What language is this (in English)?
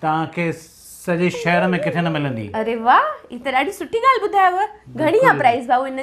Sindhi